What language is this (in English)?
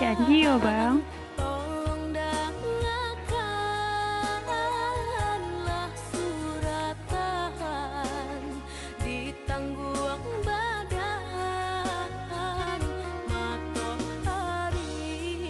Minangkabau